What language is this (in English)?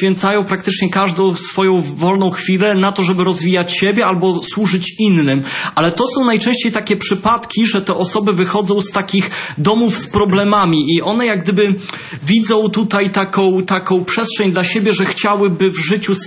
Polish